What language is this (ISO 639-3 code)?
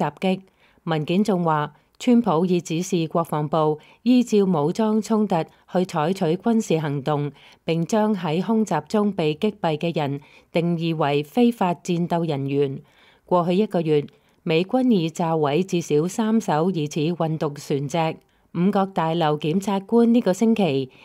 yue